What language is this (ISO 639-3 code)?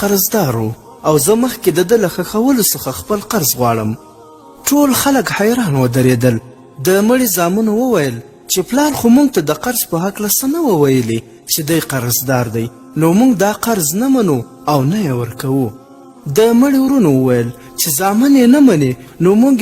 pus